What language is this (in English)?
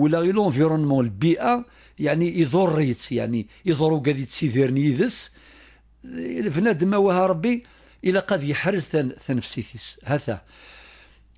Kabyle